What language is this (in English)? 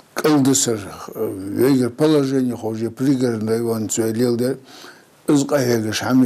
Ingush